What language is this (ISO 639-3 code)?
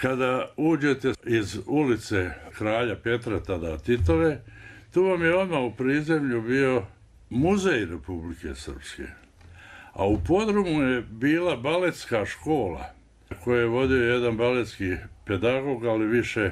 bos